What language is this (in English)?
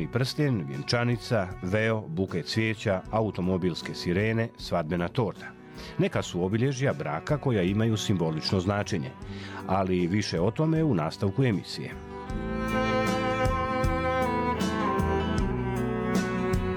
Croatian